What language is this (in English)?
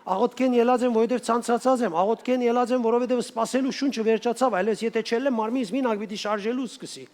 Western Armenian